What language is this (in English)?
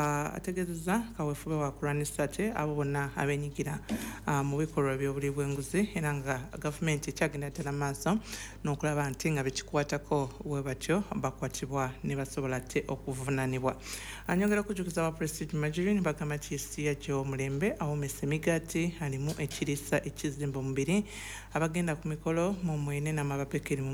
Ganda